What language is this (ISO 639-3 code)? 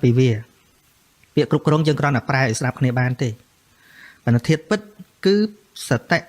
khm